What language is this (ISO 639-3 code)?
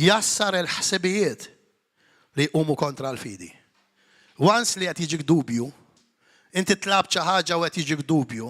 mlt